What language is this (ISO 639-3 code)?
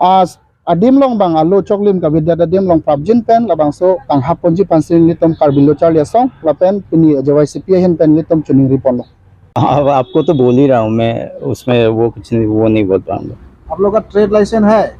mjw